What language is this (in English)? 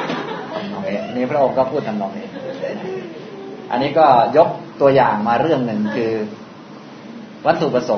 Thai